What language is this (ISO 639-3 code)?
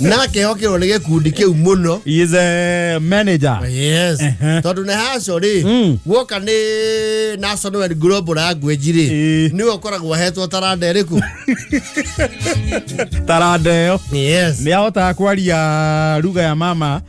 kik